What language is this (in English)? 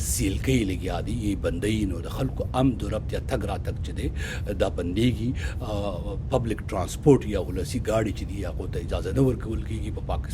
Pashto